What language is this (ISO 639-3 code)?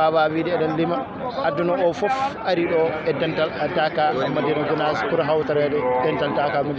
ful